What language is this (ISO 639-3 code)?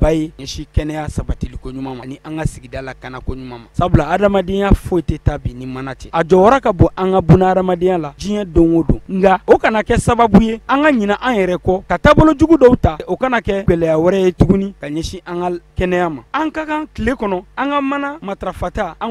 bam